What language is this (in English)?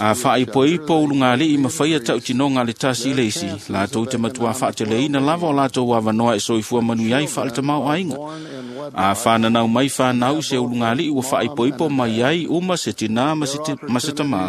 Samoan